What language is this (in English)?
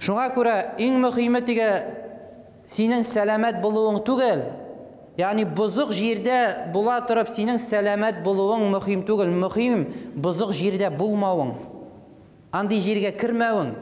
Tatar